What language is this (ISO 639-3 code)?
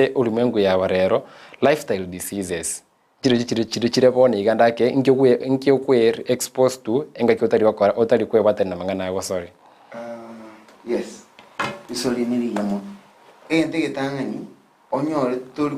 guz